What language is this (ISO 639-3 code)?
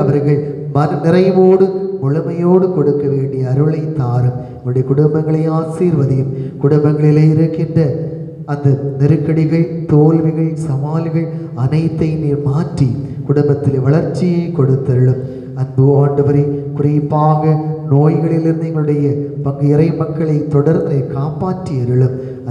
tam